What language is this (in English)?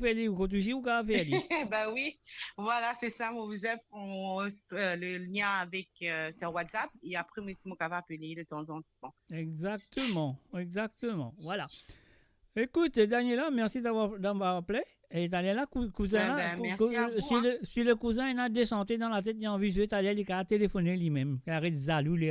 Morisyen